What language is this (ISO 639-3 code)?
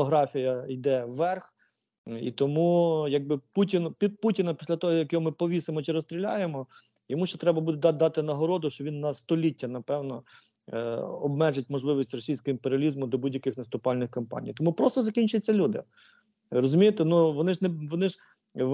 ukr